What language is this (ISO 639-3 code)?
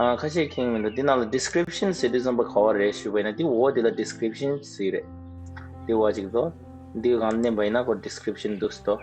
bod